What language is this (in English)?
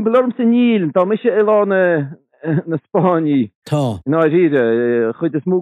Irish